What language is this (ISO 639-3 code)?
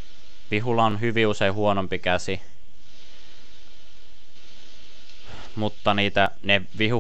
fin